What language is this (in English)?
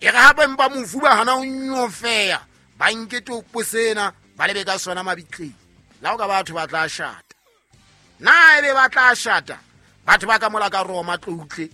Southern Sotho